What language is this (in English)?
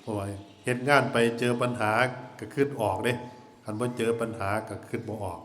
Northeastern Thai